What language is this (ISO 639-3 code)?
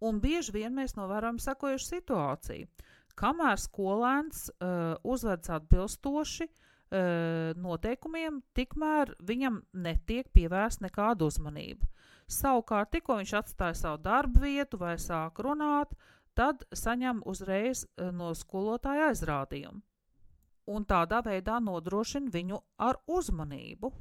lav